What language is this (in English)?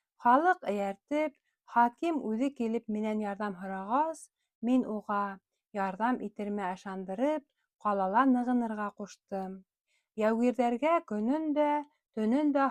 Bashkir